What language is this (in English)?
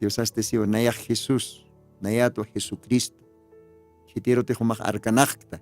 Aymara